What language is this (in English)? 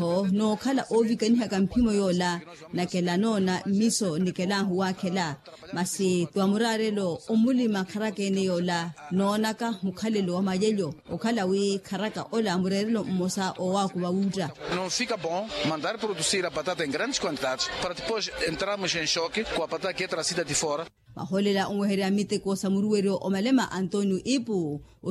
Makhuwa